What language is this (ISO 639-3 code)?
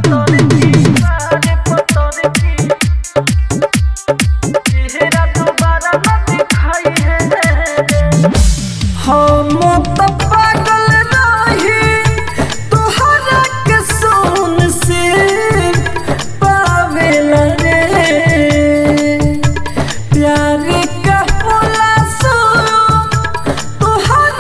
bho